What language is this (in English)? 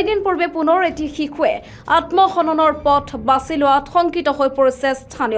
Assamese